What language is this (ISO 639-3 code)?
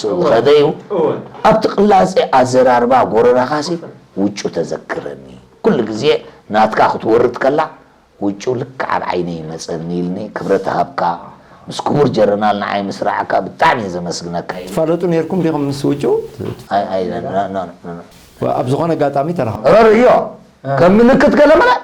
tir